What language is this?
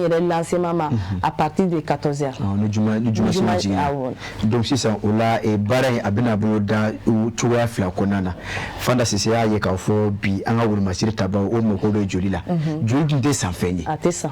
Bambara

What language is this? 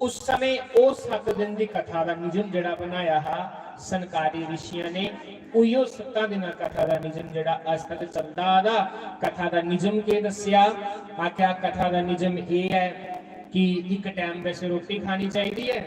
Dogri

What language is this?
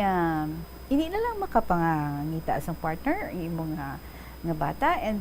Hiligaynon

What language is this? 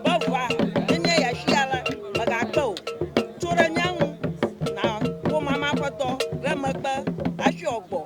Ewe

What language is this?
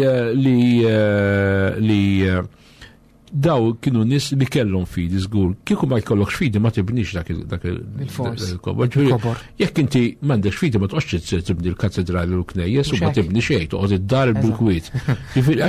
Maltese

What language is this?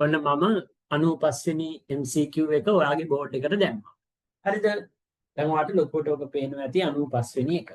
Sinhala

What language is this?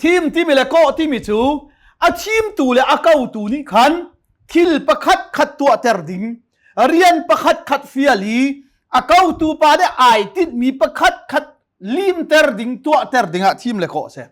Hakha Chin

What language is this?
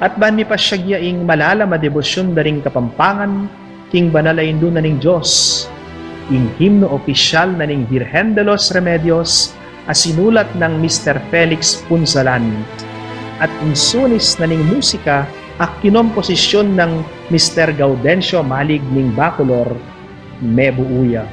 Pampanga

